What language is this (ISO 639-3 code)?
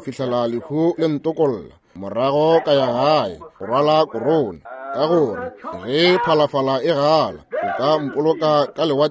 nso